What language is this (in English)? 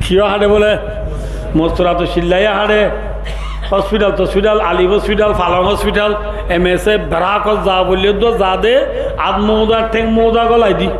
Rohingya